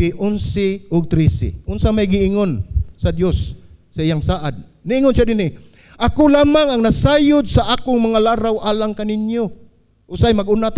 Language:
Cebuano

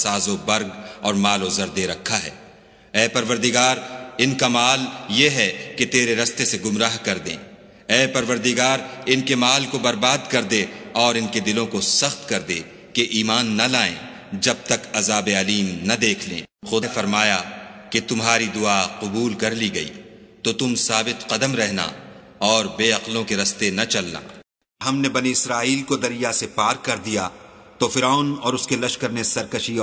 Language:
Urdu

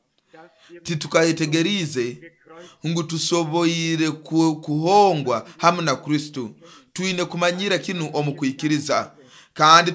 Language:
Nyoro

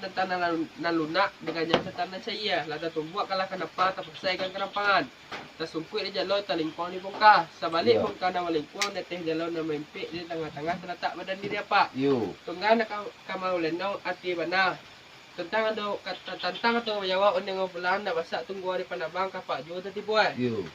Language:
Minangkabau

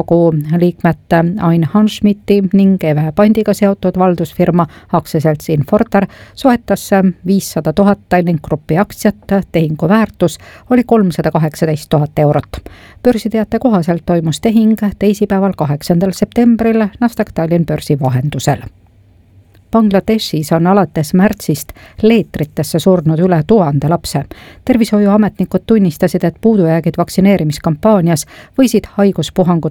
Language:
Estonian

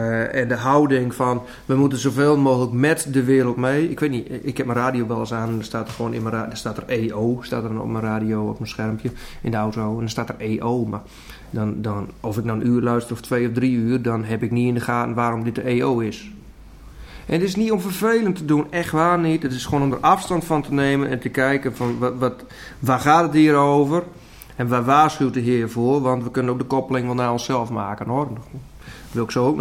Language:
Dutch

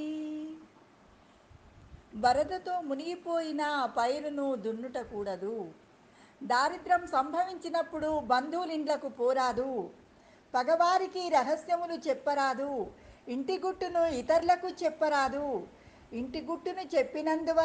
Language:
Telugu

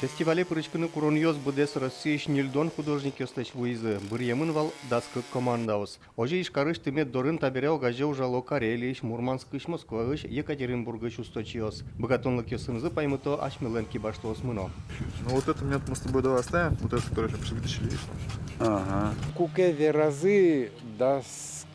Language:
Udmurt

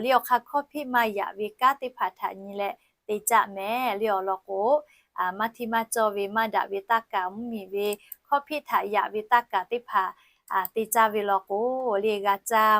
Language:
Lahu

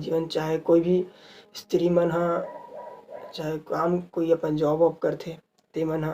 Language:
Chhattisgarhi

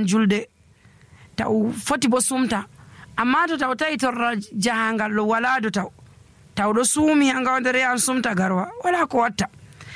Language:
Nigerian Fulfulde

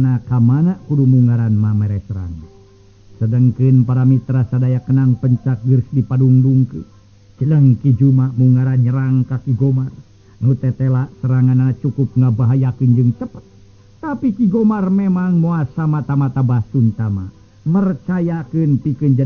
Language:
Sundanese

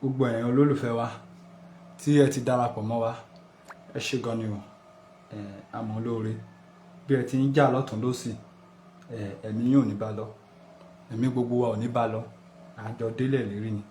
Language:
Yoruba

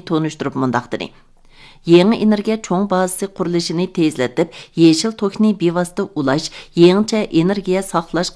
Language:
Uyghur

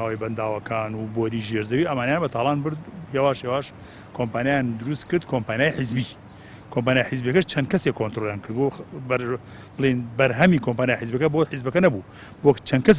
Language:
Central Kurdish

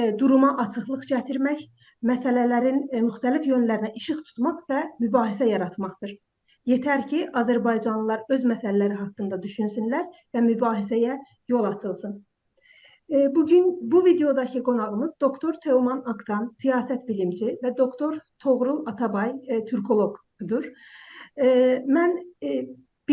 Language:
South Azerbaijani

